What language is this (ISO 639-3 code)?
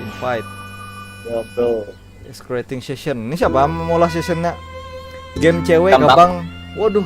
bjn